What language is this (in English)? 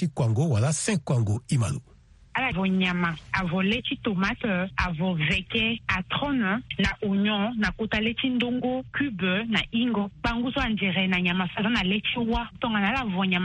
Sango